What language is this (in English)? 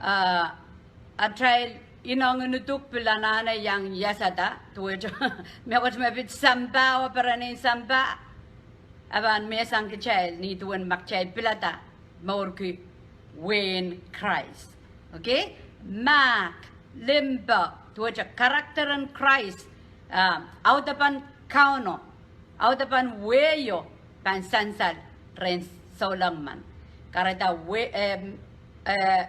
Pohnpeian